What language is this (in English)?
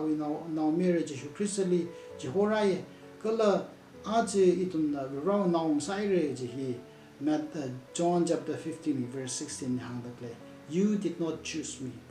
Tangkhul Naga (India)